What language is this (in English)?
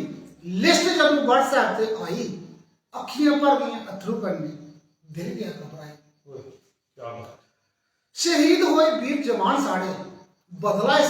Dogri